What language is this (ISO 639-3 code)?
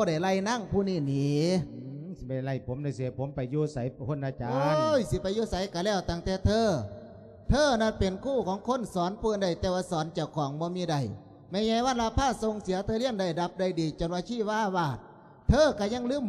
lao